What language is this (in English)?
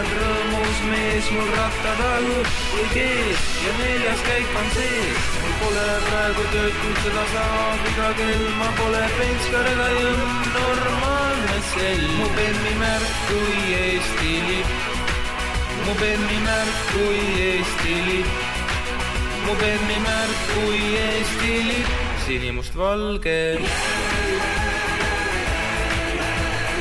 Estonian